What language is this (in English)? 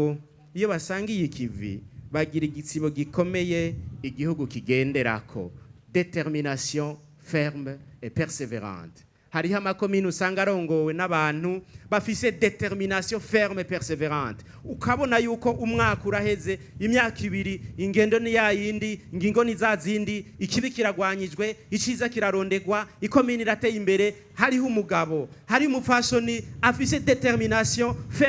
Rundi